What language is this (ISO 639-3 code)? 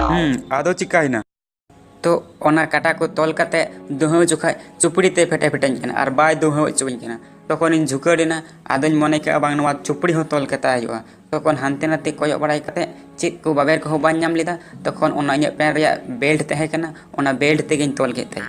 sat